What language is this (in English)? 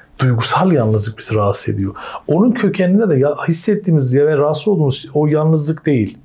Turkish